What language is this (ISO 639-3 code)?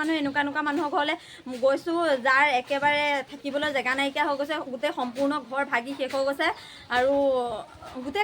asm